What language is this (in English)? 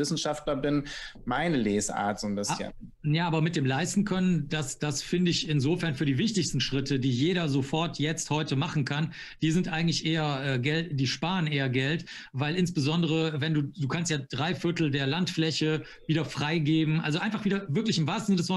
German